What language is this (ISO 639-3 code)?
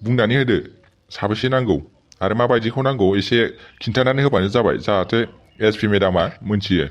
brx